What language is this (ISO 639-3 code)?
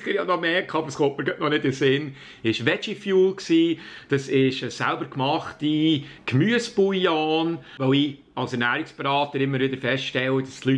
gsw